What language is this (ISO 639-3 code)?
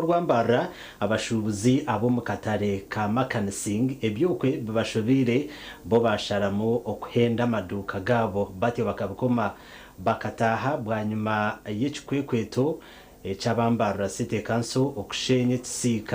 nyn